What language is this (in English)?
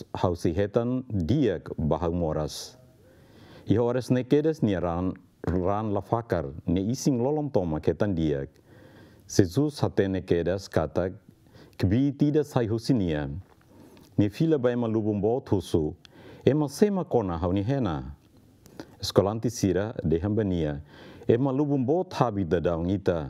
Tetum